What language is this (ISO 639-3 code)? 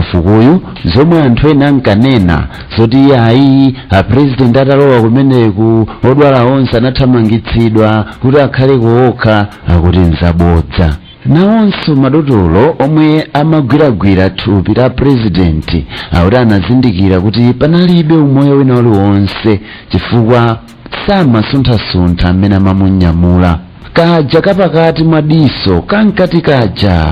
nya